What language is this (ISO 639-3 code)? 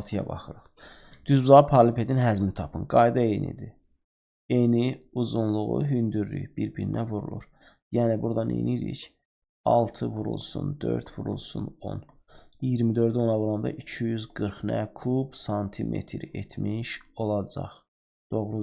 aze